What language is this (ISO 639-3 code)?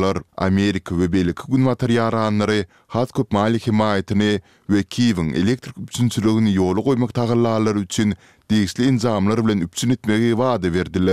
tuk